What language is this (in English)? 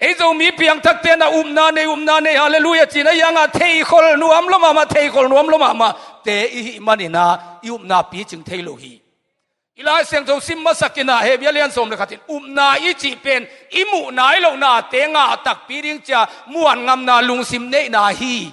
Tedim Chin